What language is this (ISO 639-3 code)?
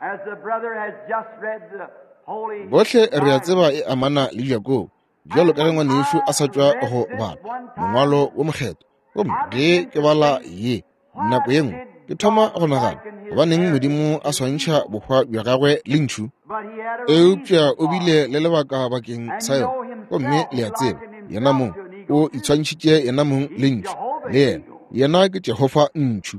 nso